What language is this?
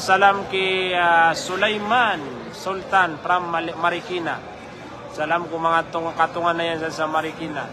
Maranao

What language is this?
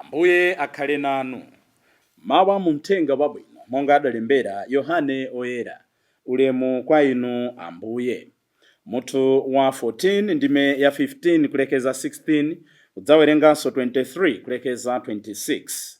Nyanja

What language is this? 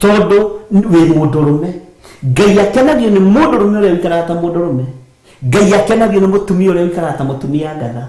Kikuyu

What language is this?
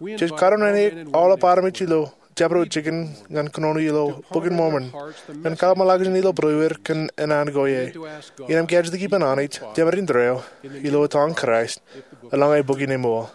Marshallese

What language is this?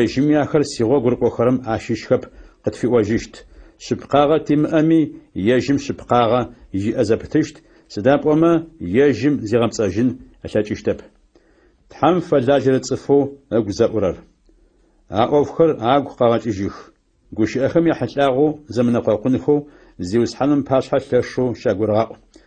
Adyghe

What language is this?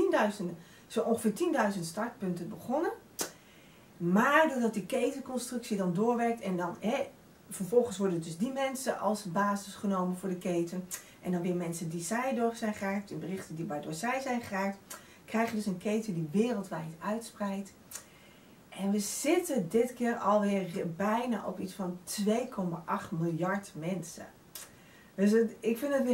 Dutch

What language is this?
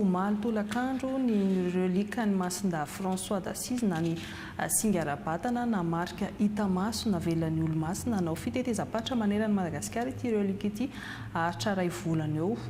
Malagasy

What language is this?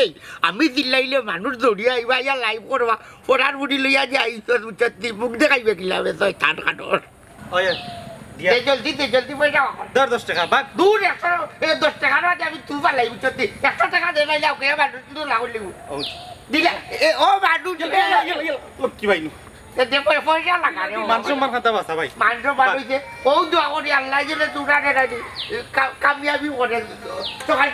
Sylheti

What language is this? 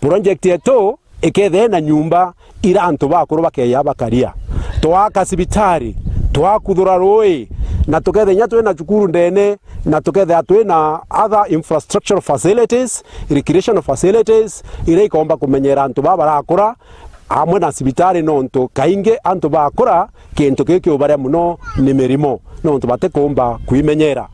Meru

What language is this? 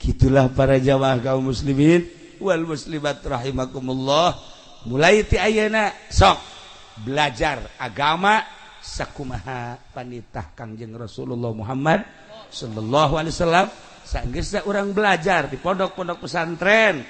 Sundanese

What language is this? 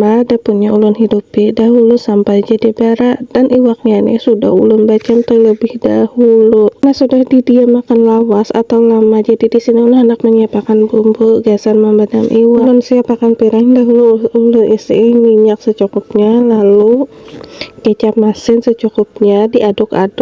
Banjar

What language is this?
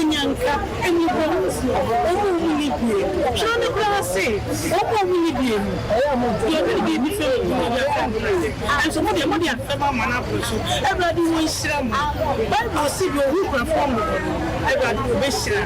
Akan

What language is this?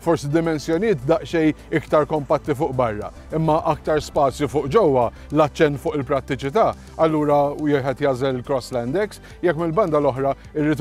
Maltese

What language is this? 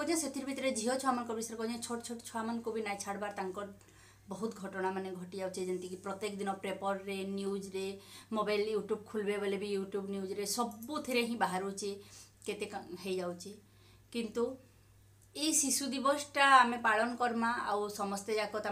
Sambalpuri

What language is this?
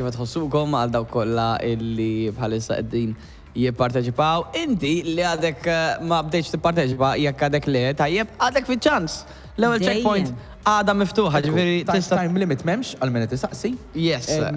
Maltese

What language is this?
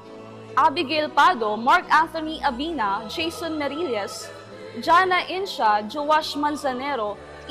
Bikol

